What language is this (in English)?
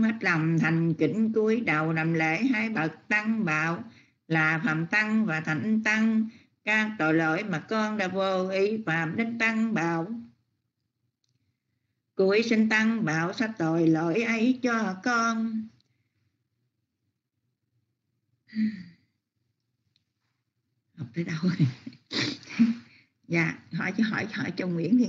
Vietnamese